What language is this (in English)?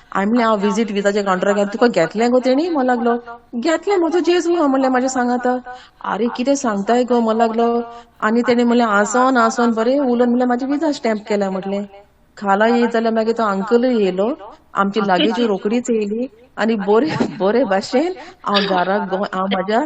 Konkani